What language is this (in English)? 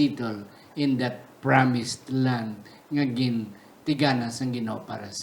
Hiligaynon